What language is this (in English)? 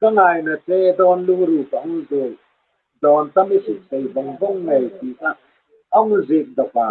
Hmar